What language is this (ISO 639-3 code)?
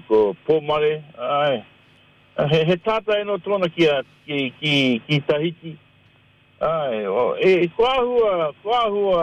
mri